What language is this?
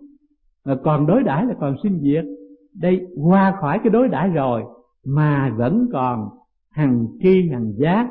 Vietnamese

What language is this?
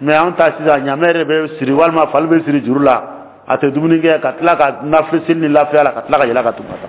Dyula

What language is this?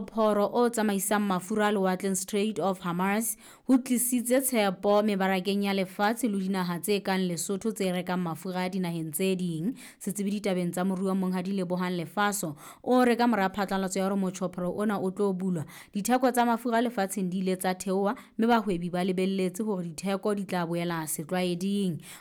Southern Sotho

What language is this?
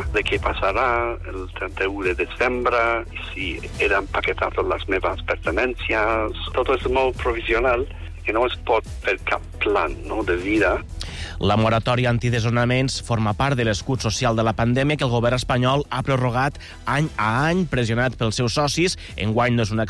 Catalan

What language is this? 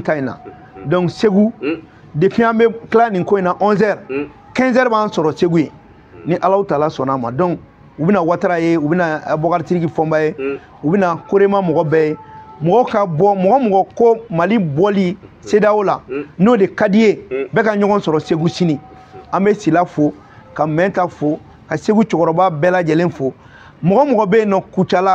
Bambara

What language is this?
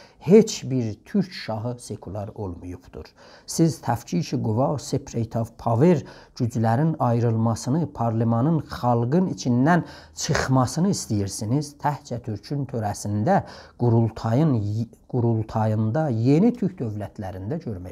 South Azerbaijani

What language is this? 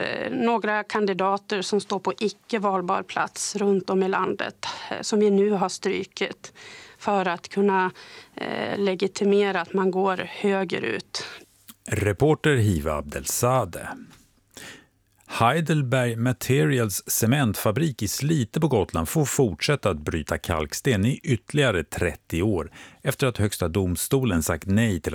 Swedish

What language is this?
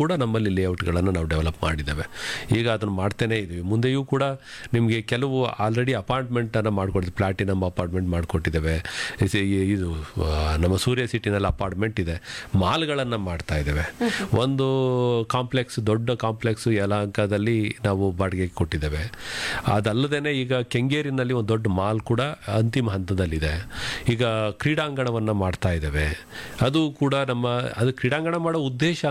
Kannada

